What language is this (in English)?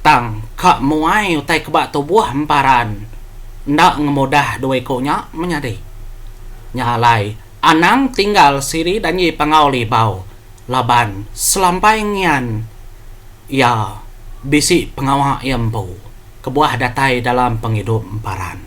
Iban